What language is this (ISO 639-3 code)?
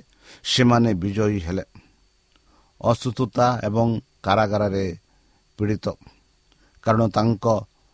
ori